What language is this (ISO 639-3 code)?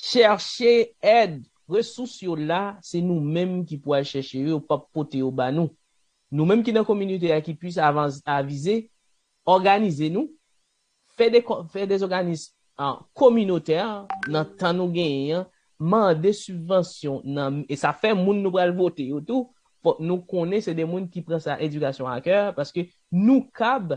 hat